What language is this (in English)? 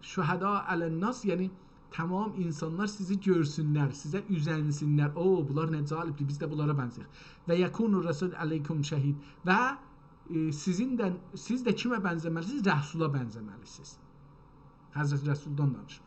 South Azerbaijani